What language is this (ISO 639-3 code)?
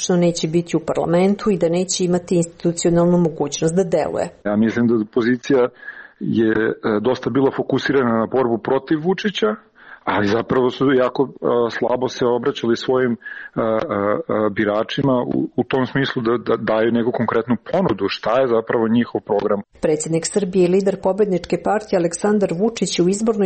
srp